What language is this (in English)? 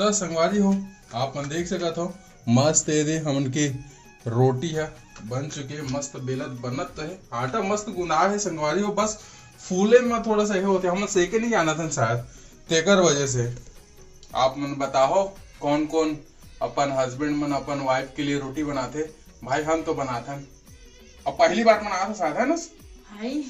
Chhattisgarhi